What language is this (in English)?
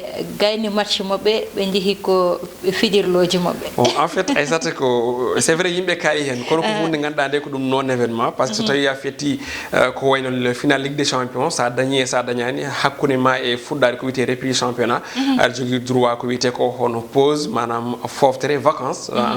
Fula